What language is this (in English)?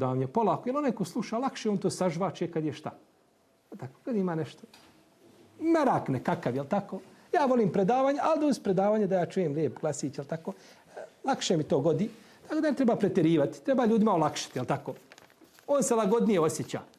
Bosnian